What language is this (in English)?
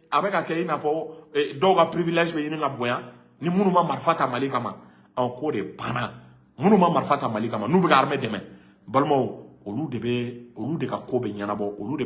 Bambara